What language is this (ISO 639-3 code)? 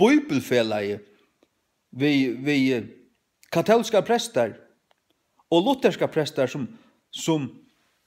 fao